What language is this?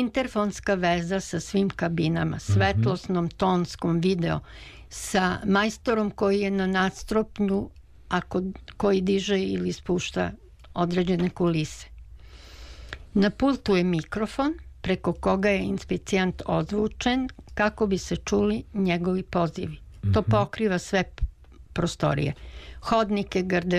Serbian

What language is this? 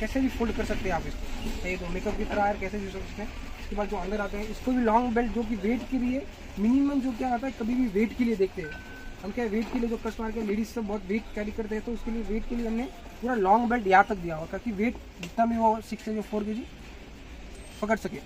Hindi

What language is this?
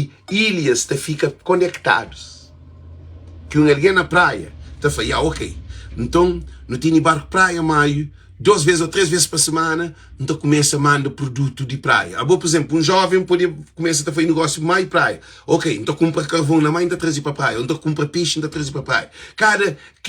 Kabuverdianu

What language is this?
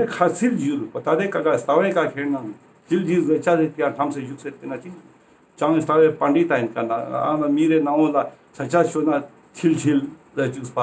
Ladakhi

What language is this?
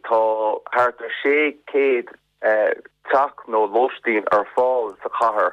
Irish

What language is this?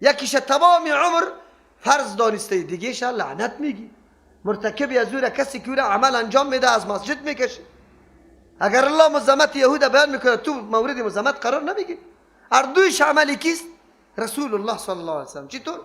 Persian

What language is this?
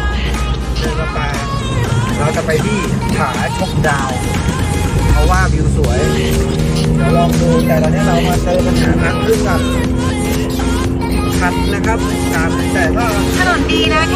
Thai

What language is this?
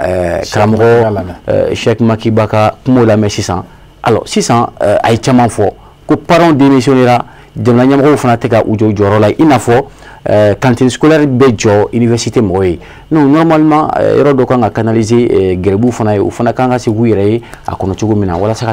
Bambara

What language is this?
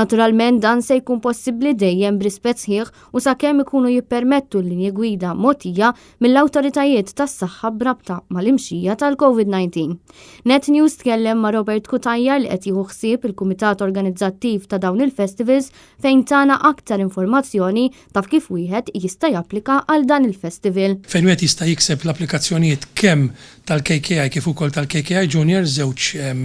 Maltese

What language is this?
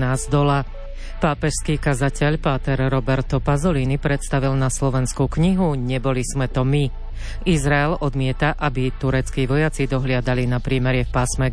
Slovak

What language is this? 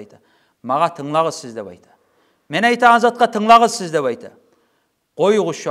Kumyk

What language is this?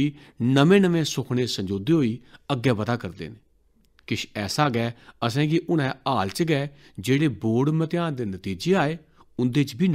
Dogri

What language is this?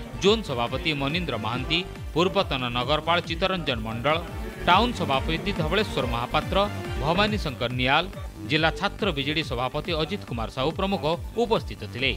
Odia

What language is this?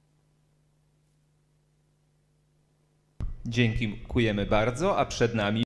Polish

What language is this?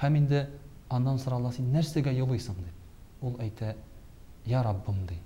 Tatar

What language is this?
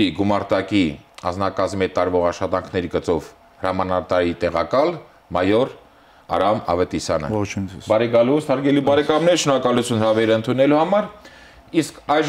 Armenian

